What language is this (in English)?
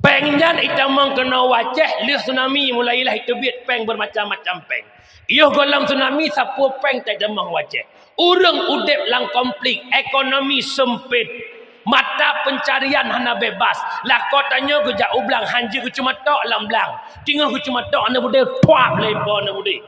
Achinese